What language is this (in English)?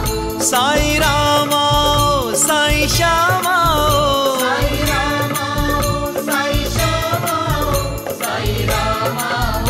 Hindi